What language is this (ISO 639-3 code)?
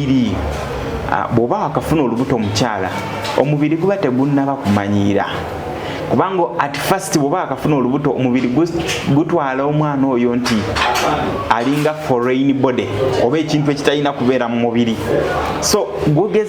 lug